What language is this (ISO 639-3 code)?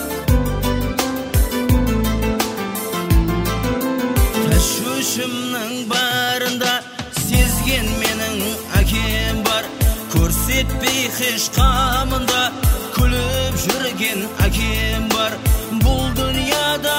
kaz